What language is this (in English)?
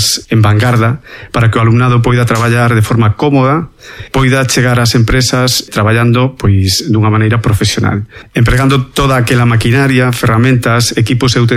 Galician